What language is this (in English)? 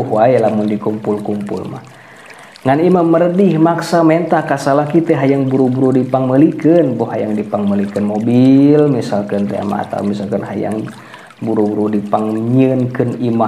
Sundanese